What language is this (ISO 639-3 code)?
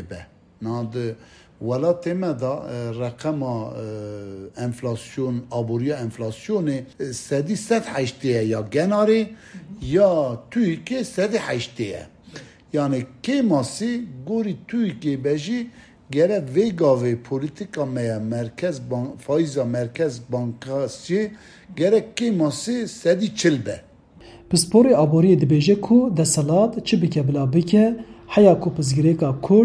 kur